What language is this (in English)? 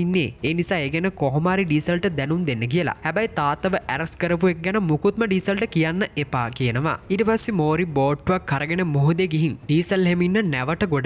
Sinhala